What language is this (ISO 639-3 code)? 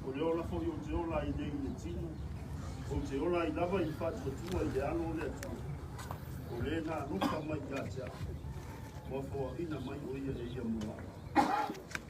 smo